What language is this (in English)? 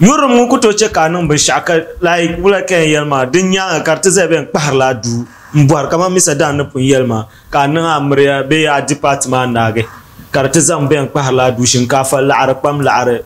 Dagbani